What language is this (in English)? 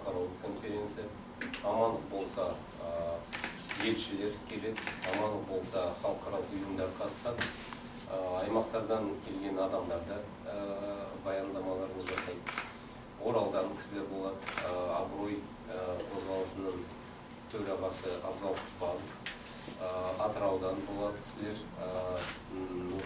Kazakh